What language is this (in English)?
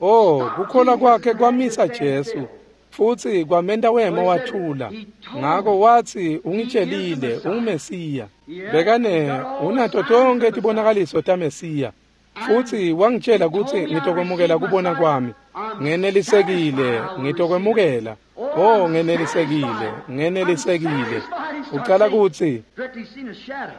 Swati